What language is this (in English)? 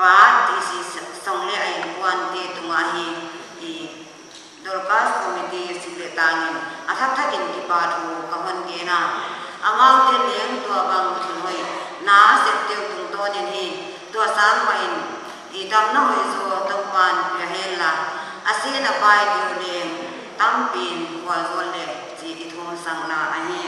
Paite Chin